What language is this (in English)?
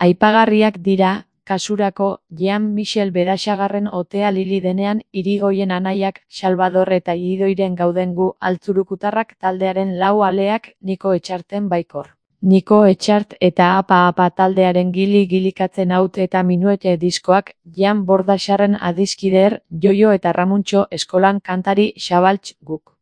Basque